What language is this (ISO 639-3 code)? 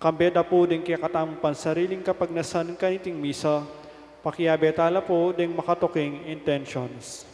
pam